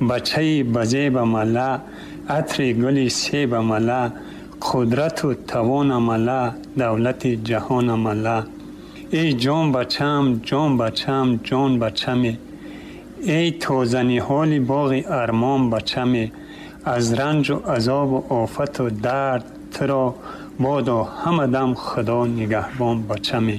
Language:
Tajik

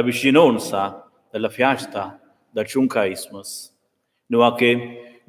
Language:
Romansh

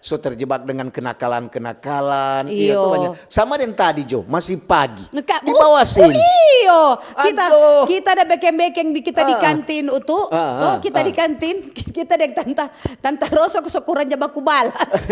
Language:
Manado Malay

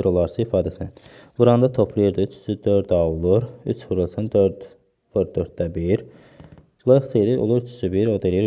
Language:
Azerbaijani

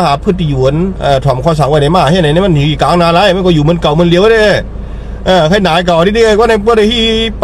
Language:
Shan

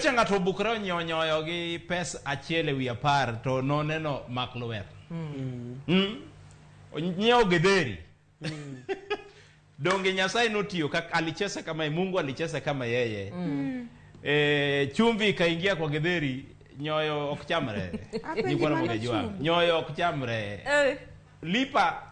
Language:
Luo (Kenya and Tanzania)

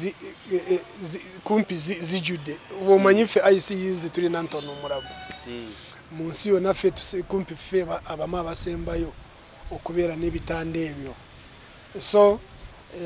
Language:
Ganda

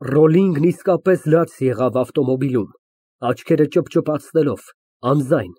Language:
Armenian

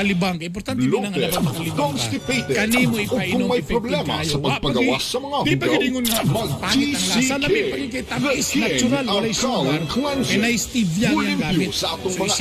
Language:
Cebuano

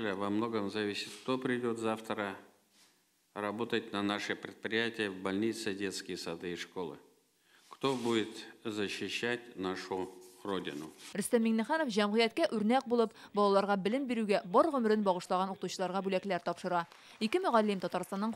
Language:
Tatar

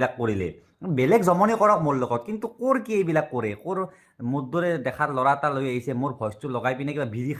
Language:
Assamese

